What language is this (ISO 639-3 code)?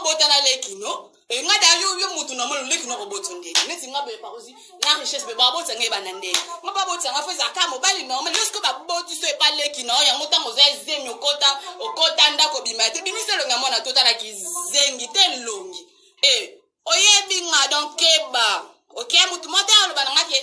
lin